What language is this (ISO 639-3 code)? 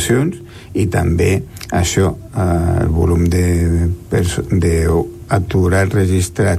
cat